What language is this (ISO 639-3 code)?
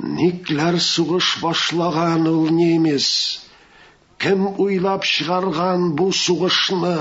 tat